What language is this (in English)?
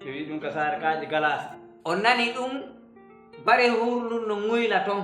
Fula